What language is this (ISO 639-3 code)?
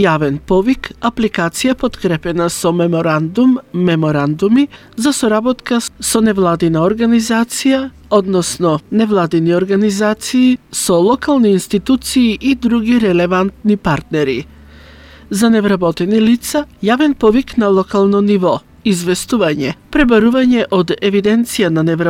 mkd